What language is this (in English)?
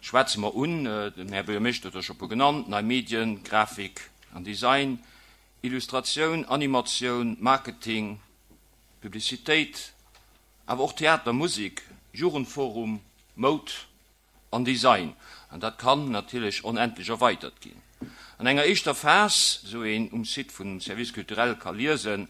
Luxembourgish